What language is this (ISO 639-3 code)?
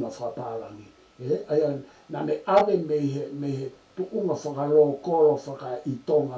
ton